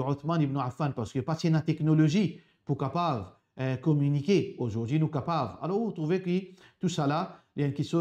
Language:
Morisyen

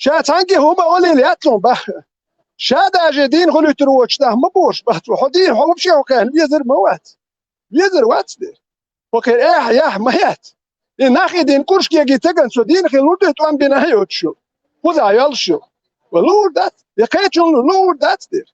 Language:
Chechen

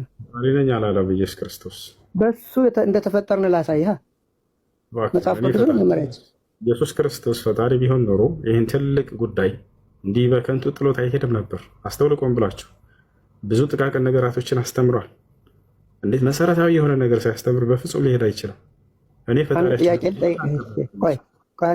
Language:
Amharic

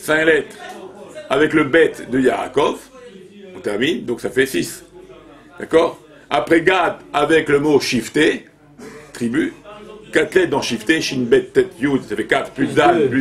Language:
French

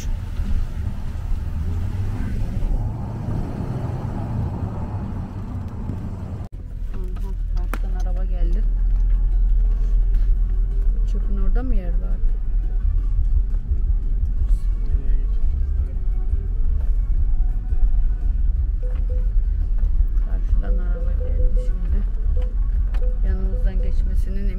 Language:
Turkish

